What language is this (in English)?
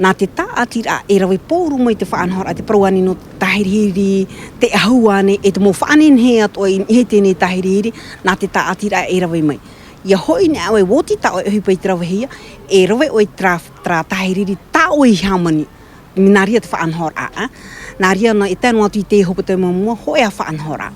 Tahitian